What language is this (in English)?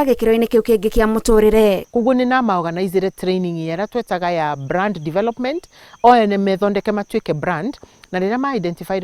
Kikuyu